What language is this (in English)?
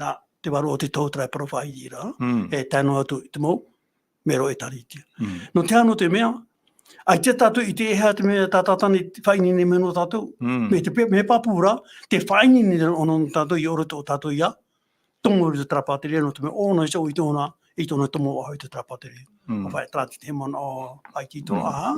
Tahitian